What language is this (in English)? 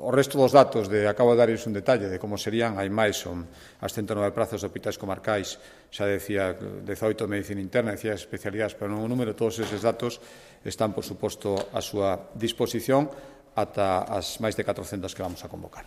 Galician